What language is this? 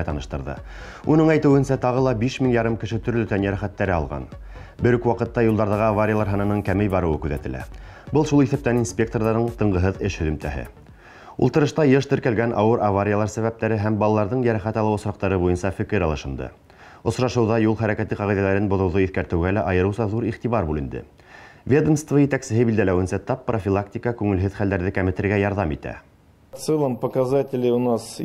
Bashkir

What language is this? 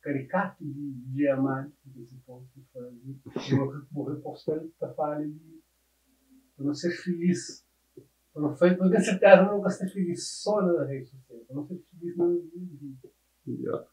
Kabuverdianu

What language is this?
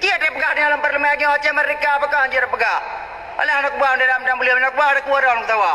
Achinese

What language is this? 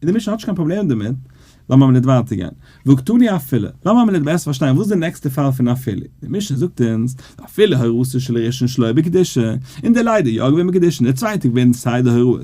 Yiddish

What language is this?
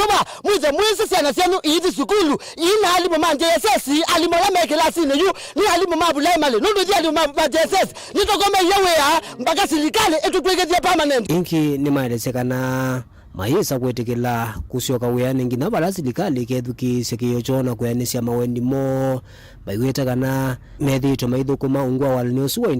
Kamba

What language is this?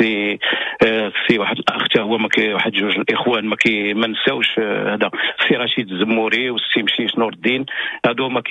Moroccan Arabic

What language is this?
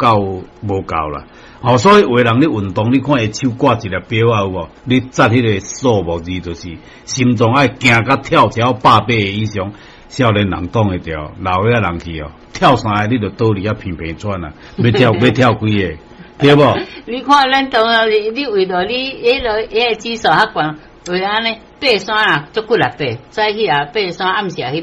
Min Nan Chinese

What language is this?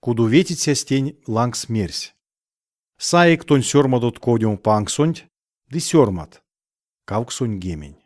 Erzya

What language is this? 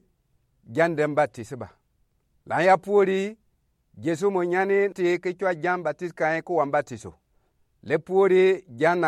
Gourmanchéma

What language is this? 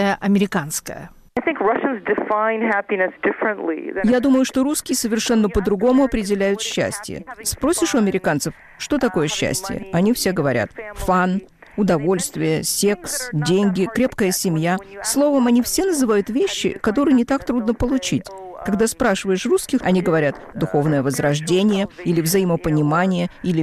Russian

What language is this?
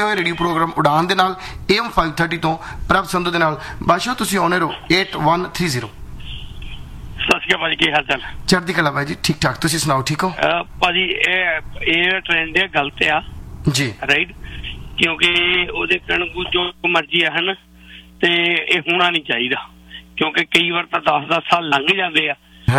Punjabi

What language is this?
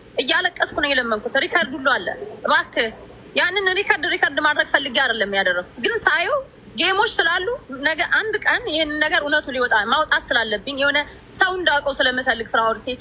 Amharic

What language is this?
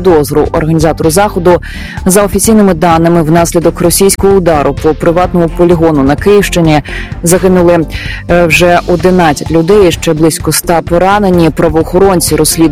Ukrainian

